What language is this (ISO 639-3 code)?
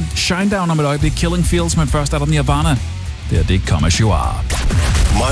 dan